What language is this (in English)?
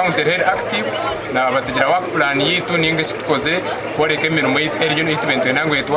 Nyankole